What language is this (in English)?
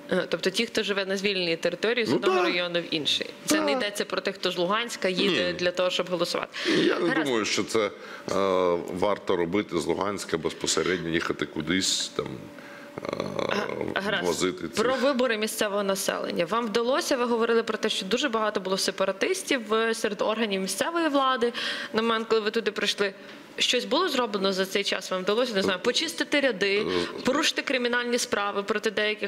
Ukrainian